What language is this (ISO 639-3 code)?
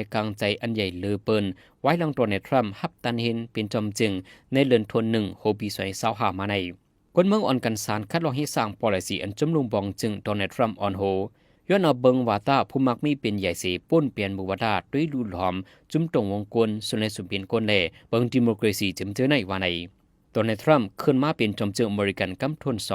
shn